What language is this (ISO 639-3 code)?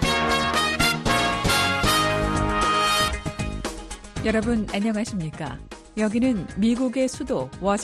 kor